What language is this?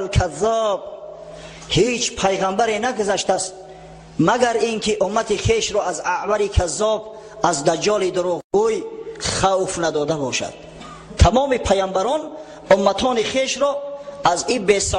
Tajik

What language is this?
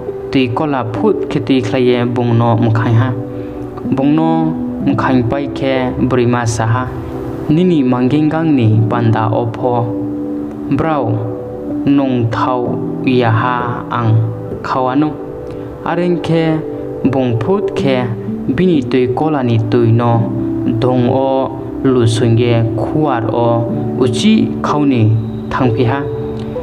Riang (India)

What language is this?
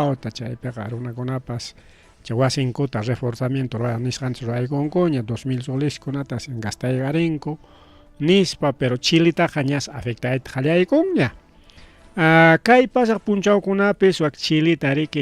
Ayacucho Quechua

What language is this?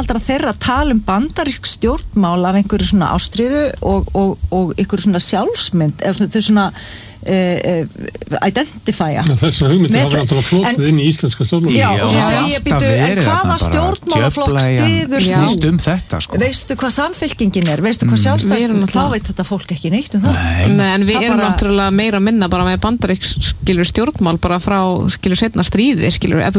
Icelandic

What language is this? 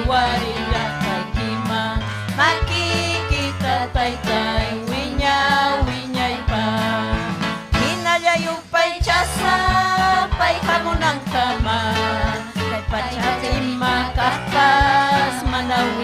Ayacucho Quechua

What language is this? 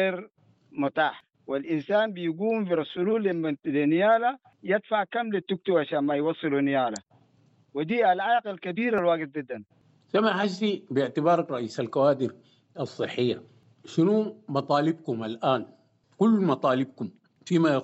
Sudanese Arabic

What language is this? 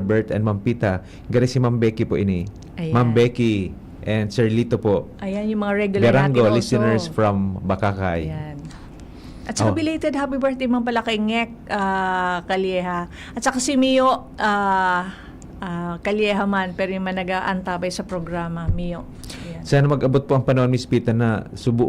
Bikol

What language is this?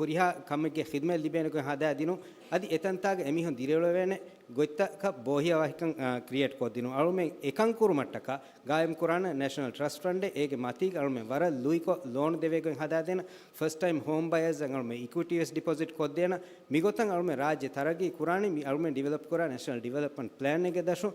Divehi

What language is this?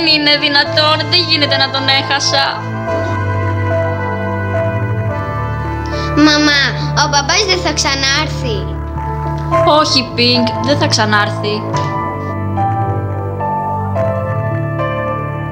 Greek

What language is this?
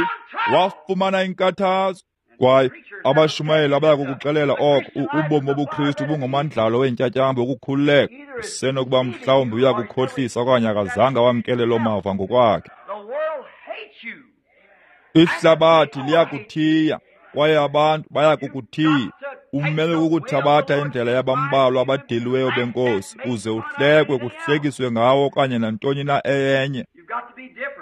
Xhosa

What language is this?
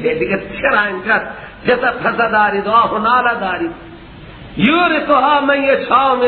Persian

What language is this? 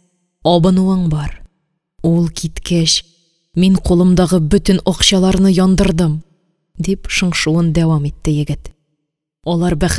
Tatar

